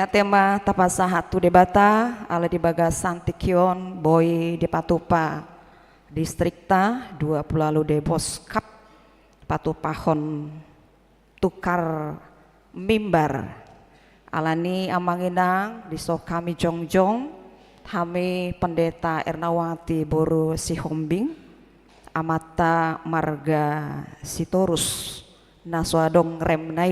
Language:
Batak Toba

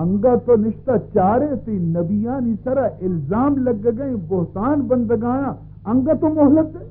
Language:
Baluchi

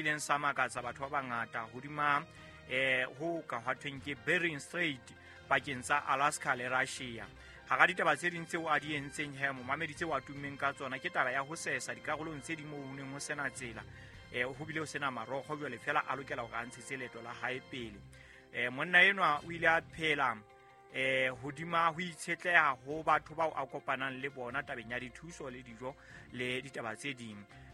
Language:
Southern Sotho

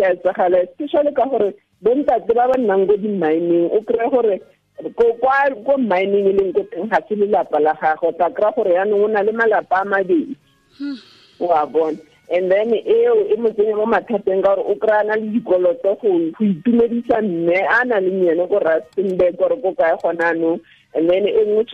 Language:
Tswana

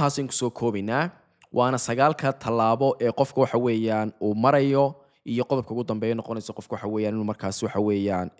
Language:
Somali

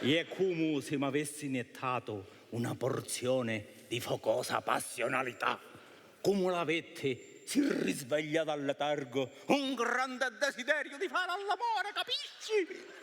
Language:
Sicilian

